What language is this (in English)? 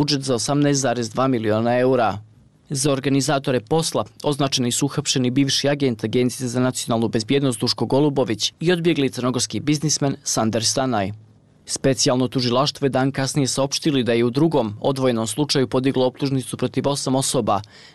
Bosnian